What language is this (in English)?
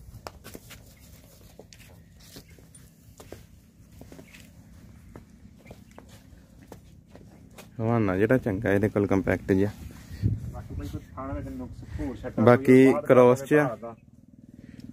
Punjabi